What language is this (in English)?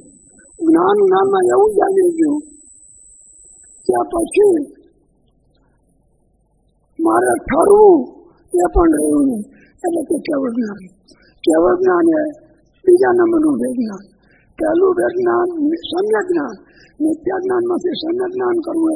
Gujarati